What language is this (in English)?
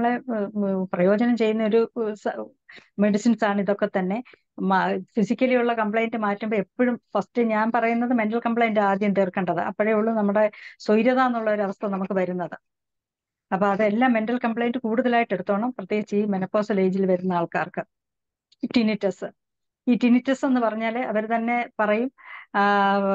Malayalam